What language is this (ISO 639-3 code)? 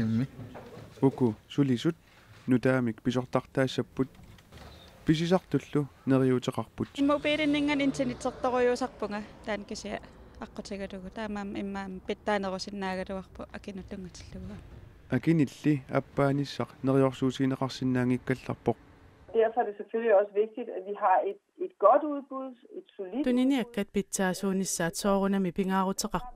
kal